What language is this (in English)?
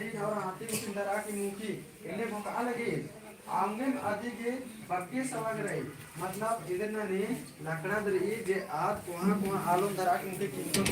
Kurukh